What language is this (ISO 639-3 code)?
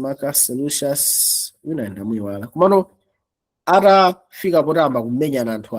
nya